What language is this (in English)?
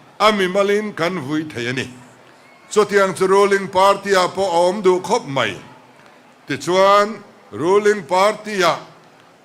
Mizo